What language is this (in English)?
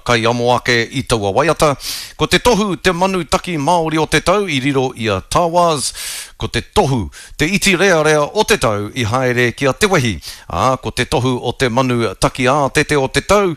Māori